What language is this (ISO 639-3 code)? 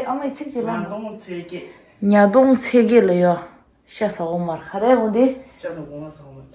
bod